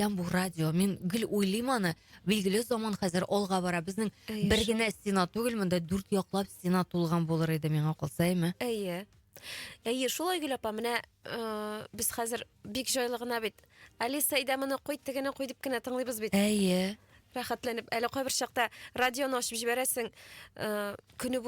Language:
Tatar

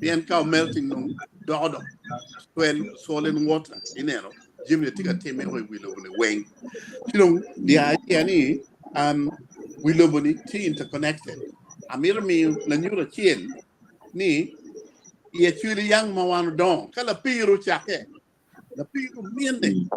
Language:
Acoli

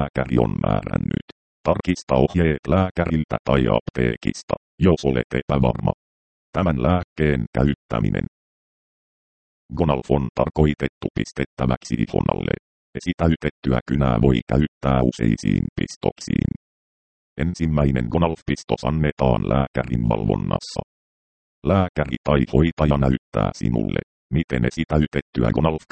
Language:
Finnish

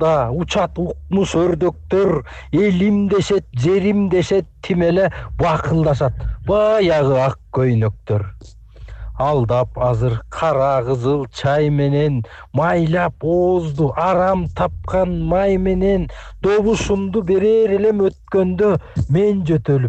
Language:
Kyrgyz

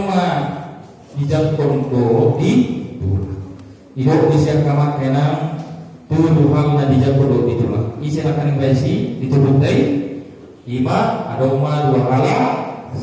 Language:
Batak Toba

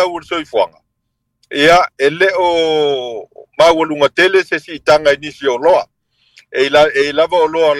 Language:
Samoan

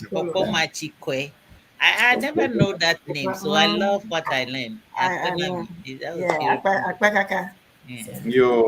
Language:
Ewe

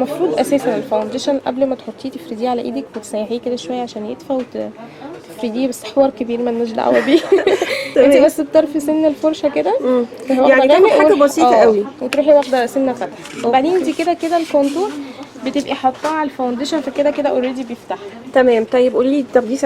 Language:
Egyptian Arabic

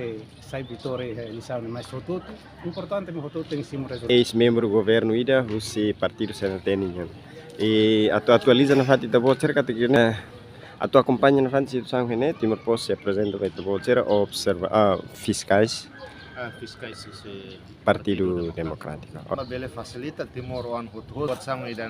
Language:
Tetum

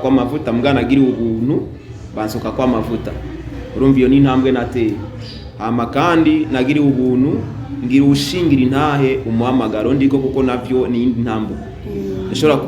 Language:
Rundi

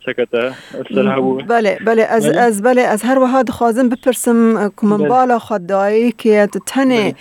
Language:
Kurdish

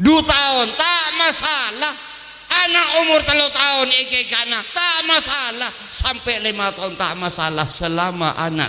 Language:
Madurese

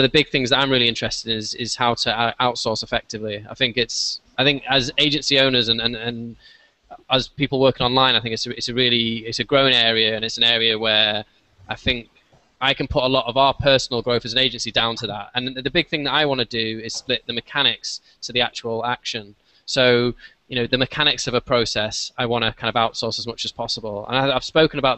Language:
English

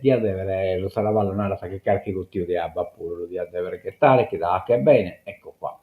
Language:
Sardinian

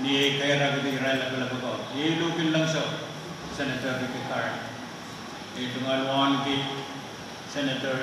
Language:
Pohnpeian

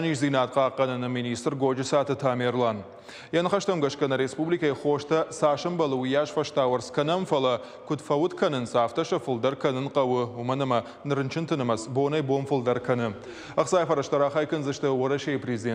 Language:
Ossetic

